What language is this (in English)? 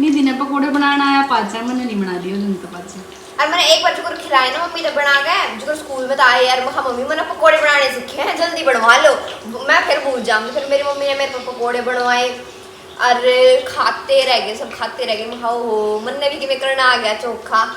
Haryanvi